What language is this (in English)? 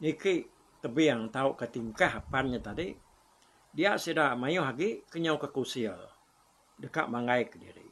Iban